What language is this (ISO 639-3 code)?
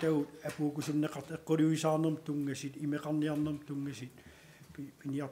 kal